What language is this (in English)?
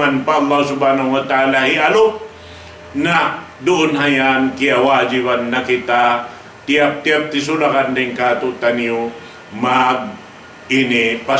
Tausug